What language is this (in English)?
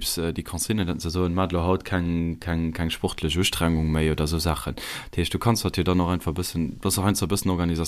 Luxembourgish